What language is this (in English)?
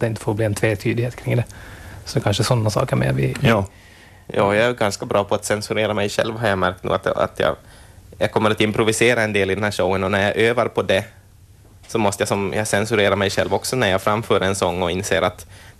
Swedish